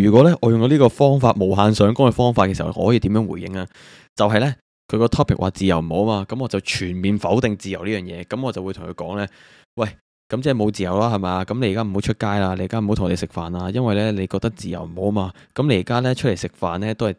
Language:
Cantonese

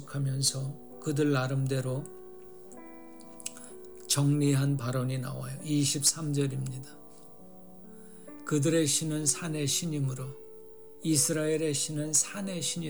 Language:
Korean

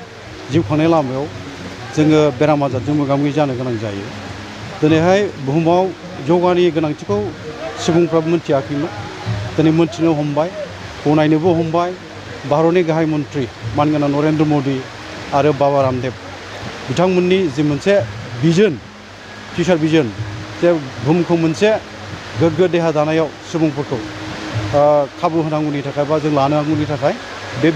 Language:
Bodo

